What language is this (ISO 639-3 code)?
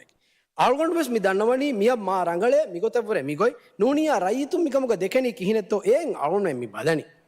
div